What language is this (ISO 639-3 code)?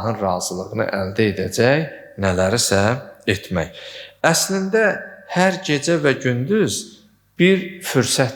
aze